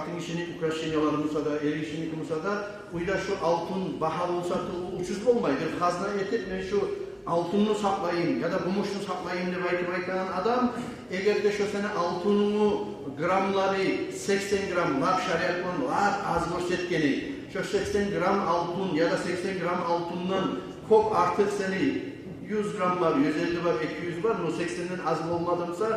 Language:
Kumyk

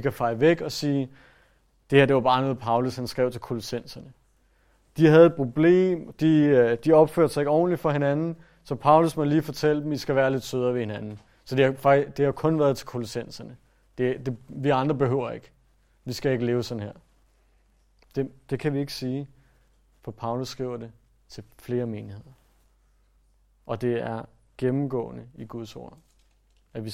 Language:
Danish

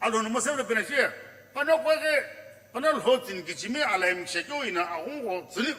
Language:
Sumi Naga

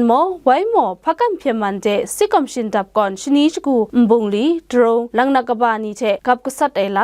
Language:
Kachin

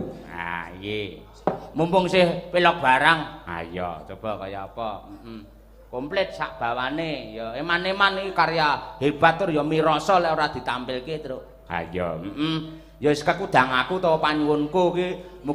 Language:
Javanese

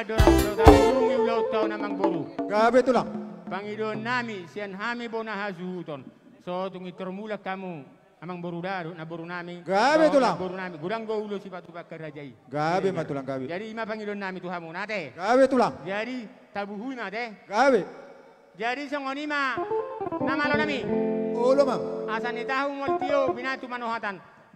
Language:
Batak Toba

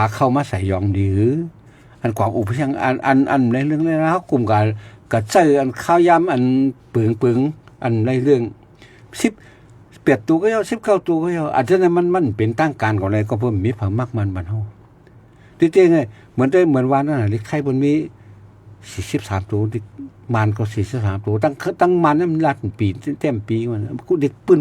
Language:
Shan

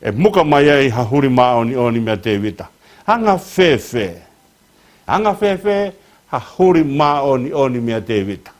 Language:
Tongan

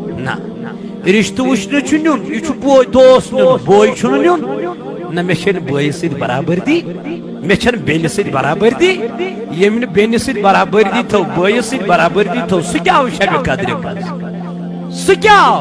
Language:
Kashmiri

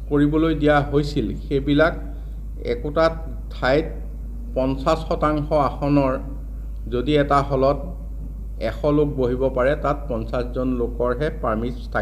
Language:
Assamese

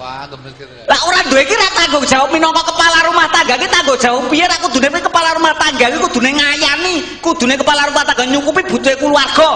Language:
Javanese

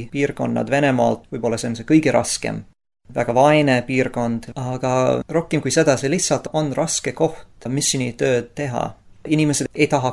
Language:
Estonian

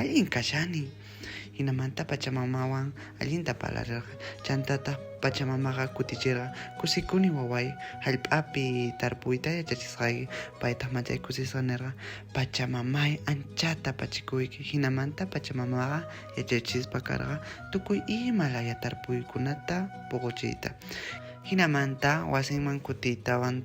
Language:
Quechua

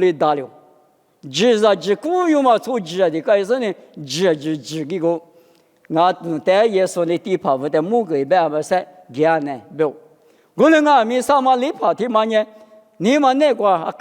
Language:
Lisu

